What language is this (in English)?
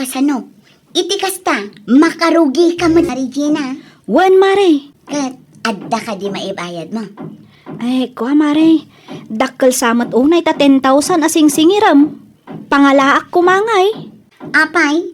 Iloko